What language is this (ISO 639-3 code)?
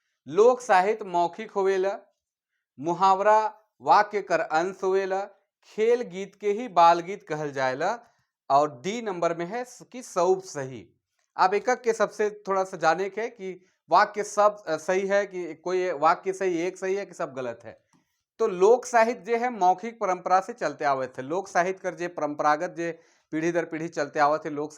sck